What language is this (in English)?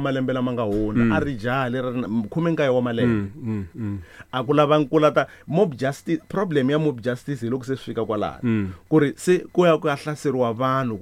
Tsonga